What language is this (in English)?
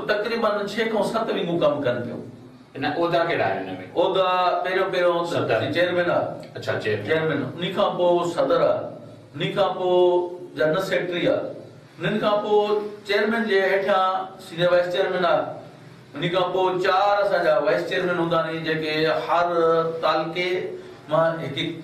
Sindhi